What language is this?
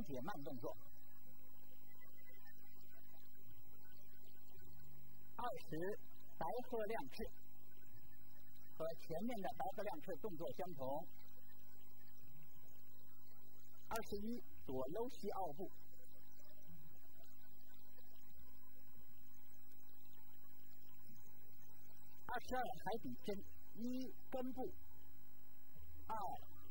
Chinese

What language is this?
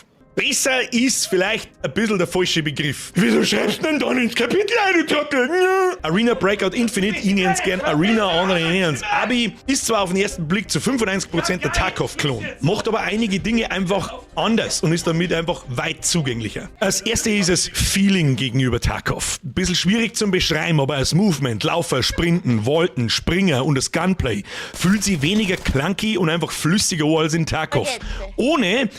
Bavarian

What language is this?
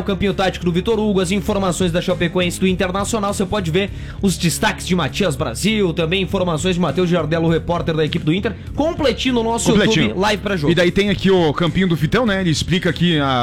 Portuguese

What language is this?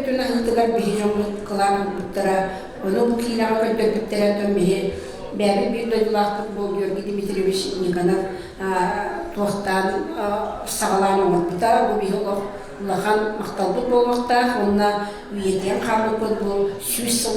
Yakut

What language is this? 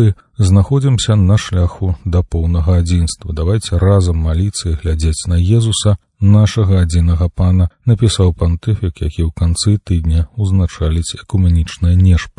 Belarusian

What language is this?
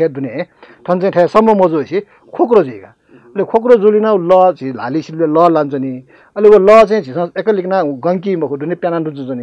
Newari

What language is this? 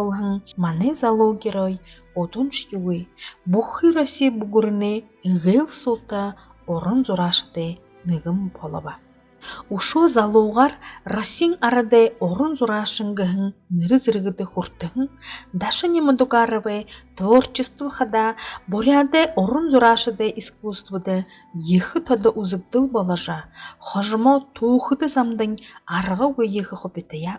Buriat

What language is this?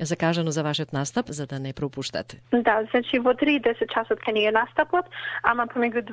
Macedonian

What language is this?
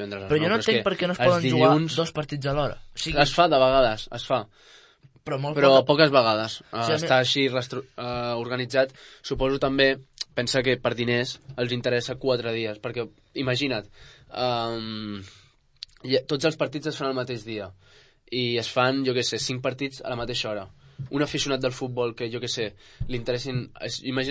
Catalan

